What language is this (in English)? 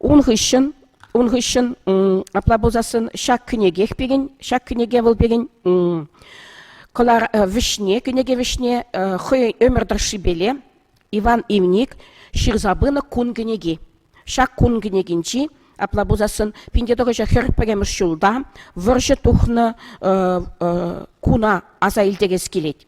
Chuvash